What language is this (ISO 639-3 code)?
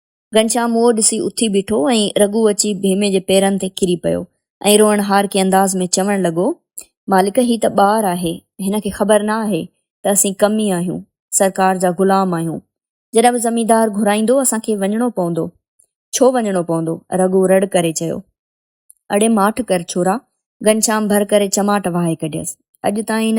snd